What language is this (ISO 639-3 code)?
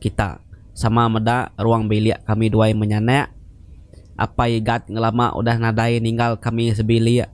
iba